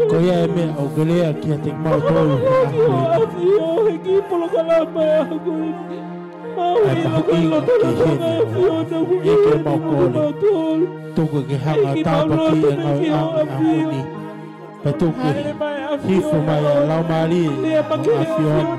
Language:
Tongan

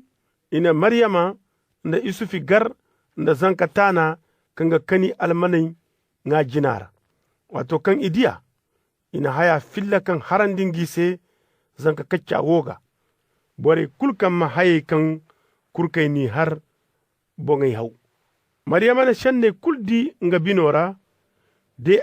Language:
Zarma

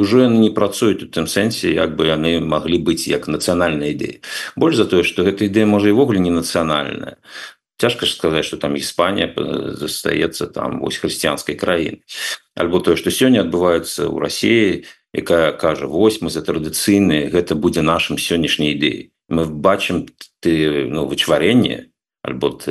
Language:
Belarusian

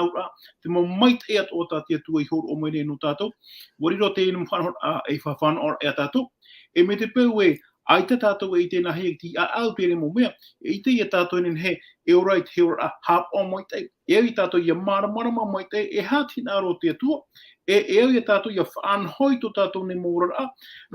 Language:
Tahitian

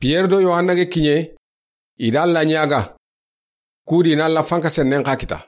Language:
Soninke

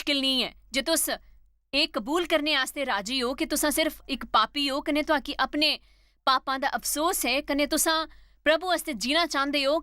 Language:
Dogri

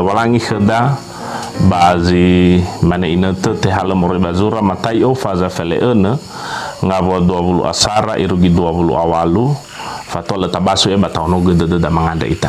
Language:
Nias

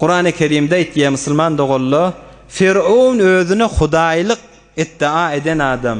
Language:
Turkmen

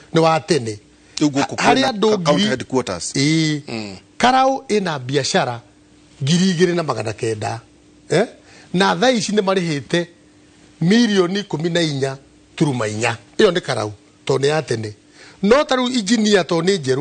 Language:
Kikuyu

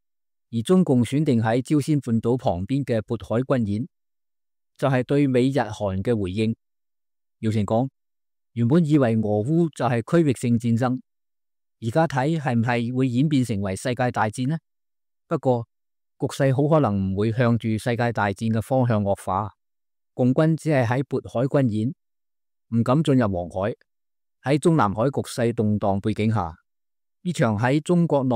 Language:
Cantonese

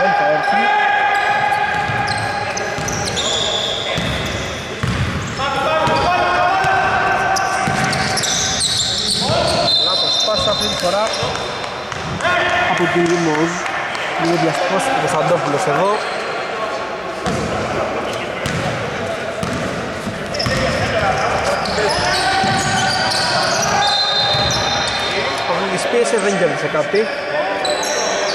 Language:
Greek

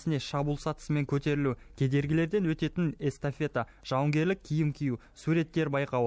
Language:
Kazakh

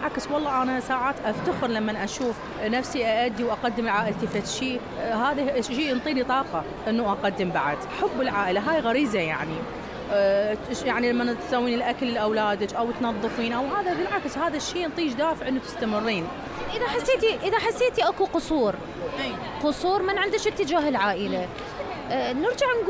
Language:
Mesopotamian Arabic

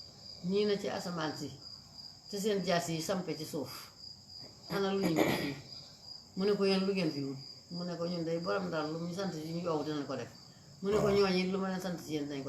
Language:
Wolof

